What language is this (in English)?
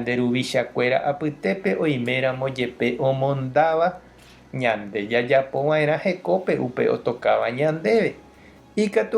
Guarani